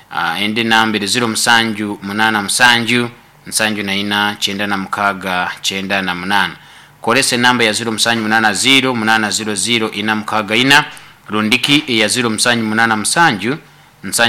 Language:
Nyoro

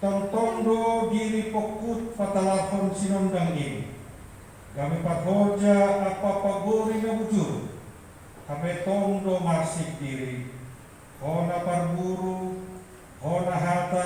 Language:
Batak Simalungun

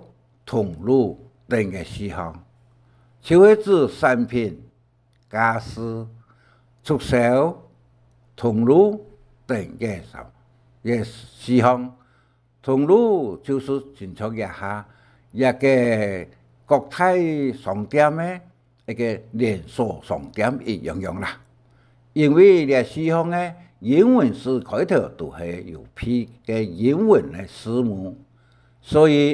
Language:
Hakka Chinese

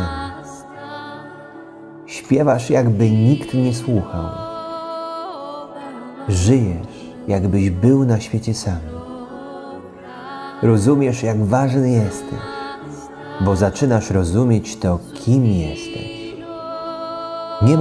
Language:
Polish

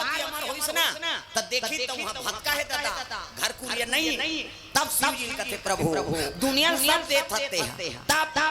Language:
Chhattisgarhi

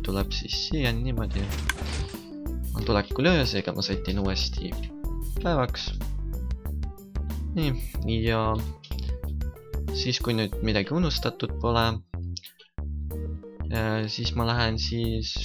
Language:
Estonian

